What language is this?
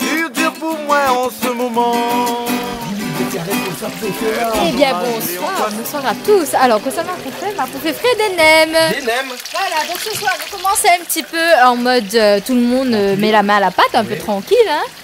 Réunion Creole French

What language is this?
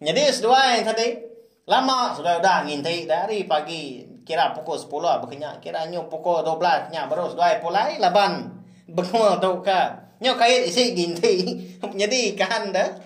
Iban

